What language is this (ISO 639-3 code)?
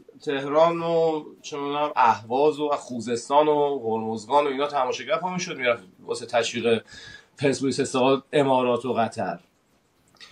fas